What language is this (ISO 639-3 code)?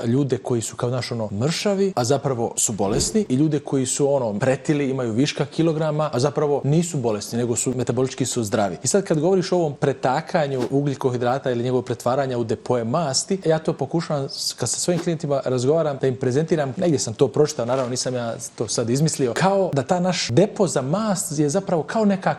bos